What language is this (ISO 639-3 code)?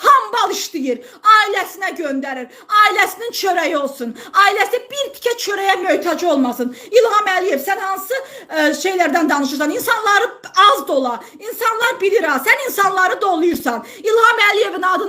aze